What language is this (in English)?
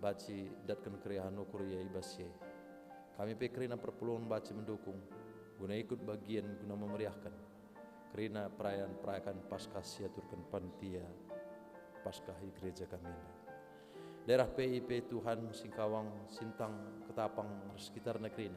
Batak Karo